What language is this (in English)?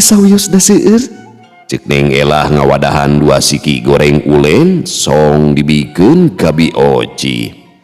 Sundanese